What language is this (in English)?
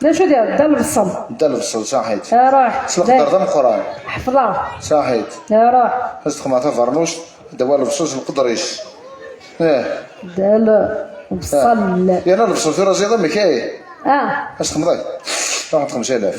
Kabyle